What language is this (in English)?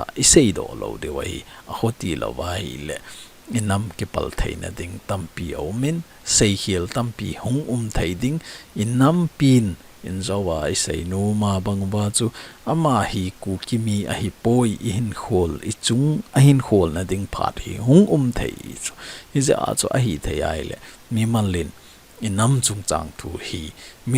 Thado Chin